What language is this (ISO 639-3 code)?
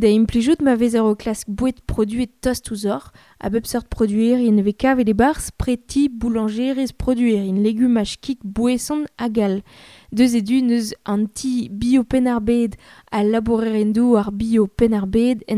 bre